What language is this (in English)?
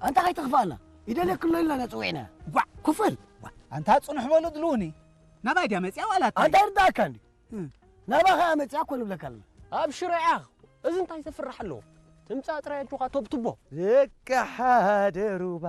Tigrinya